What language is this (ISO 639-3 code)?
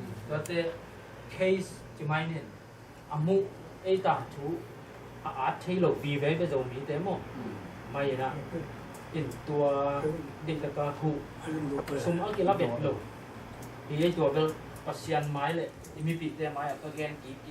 ctd